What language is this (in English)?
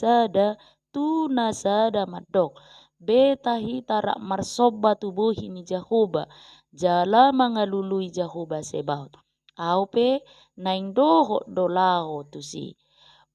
Batak Toba